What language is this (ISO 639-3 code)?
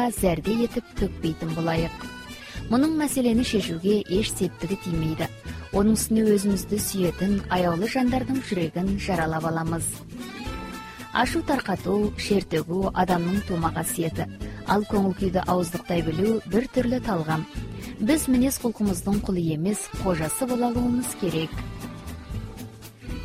kaz